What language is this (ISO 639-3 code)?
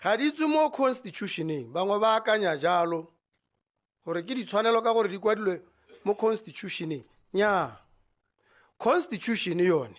tsn